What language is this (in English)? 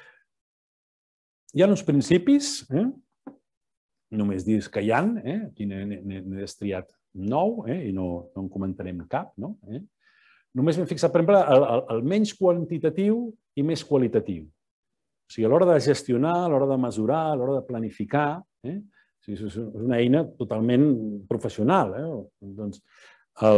Catalan